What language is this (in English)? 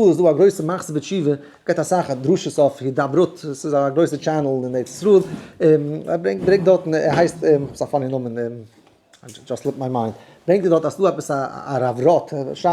Yiddish